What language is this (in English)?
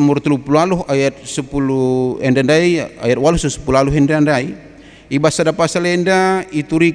Batak Karo